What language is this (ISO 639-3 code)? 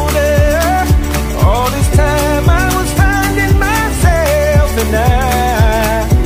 eng